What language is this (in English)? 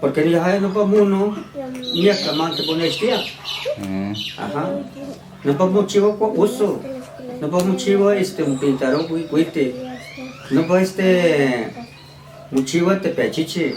Western Huasteca Nahuatl